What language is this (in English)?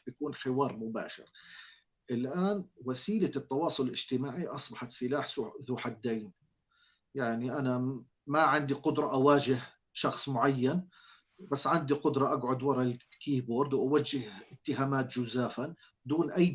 North Levantine Arabic